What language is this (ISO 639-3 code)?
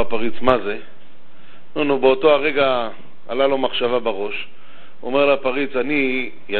heb